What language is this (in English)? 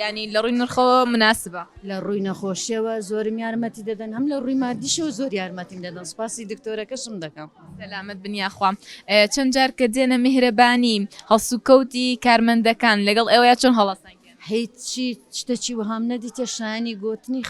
Central Kurdish